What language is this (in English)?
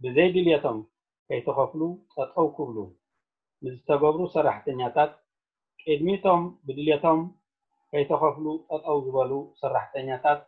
Tigrinya